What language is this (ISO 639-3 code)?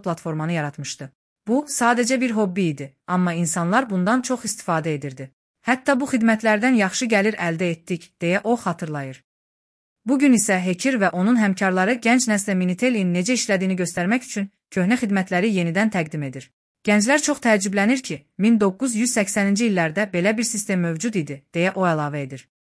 aze